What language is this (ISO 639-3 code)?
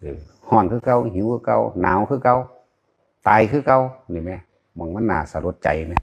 tts